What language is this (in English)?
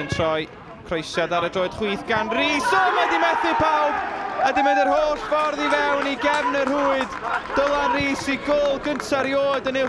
Welsh